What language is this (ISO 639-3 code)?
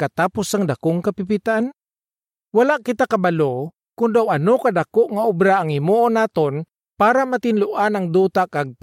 hil